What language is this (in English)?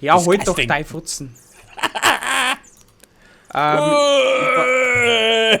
Bavarian